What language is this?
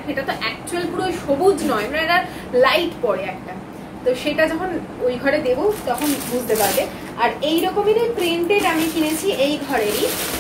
Bangla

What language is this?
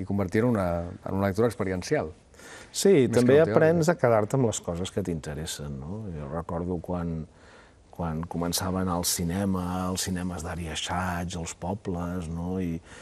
Catalan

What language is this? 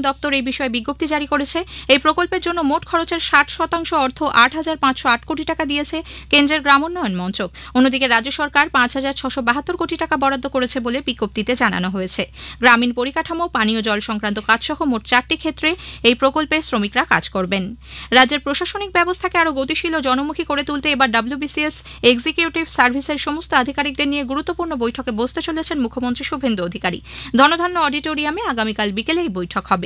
Bangla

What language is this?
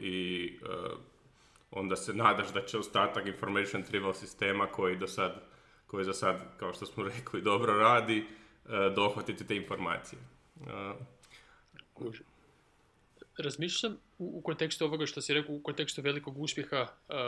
Croatian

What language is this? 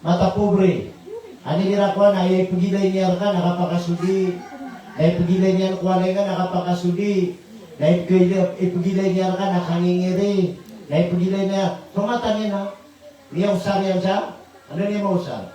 Maranao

